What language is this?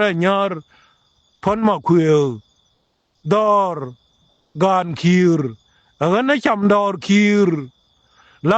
Nuer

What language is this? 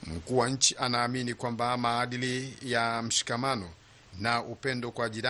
Swahili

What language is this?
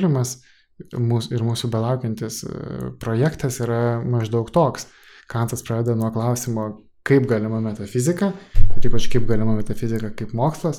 Lithuanian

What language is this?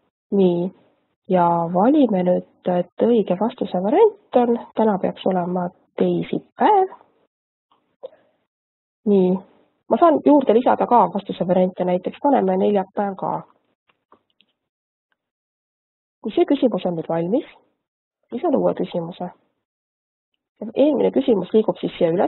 Estonian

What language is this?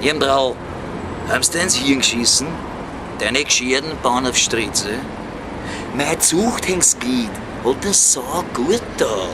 Bavarian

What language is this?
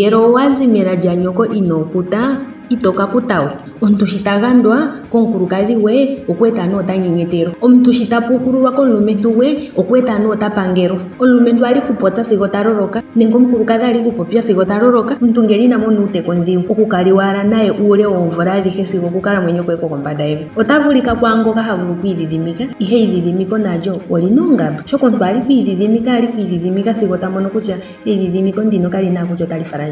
Ndonga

